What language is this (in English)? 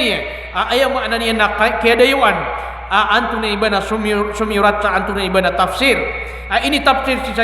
Maranao